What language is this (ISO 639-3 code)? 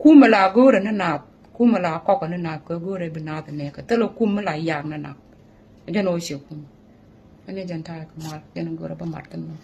nus